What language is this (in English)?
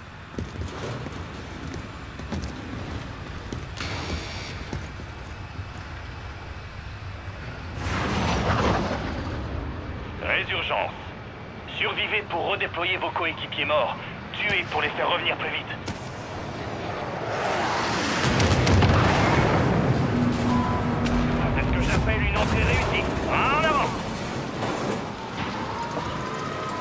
French